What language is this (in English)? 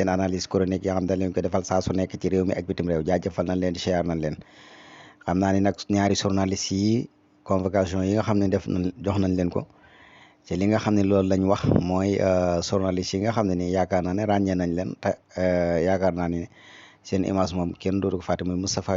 Wolof